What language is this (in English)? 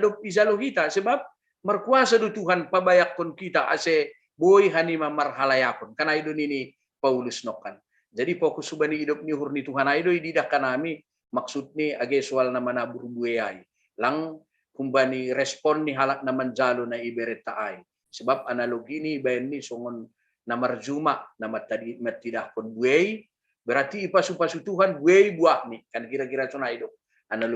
Batak Simalungun